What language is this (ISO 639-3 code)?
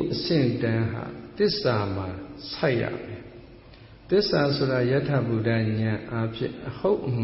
mya